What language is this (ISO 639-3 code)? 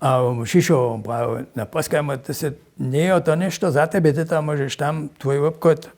hsb